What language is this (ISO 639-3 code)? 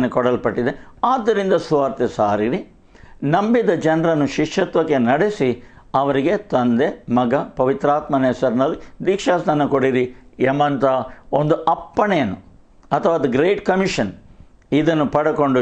kan